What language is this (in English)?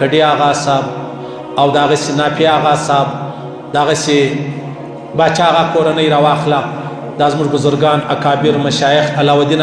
Pashto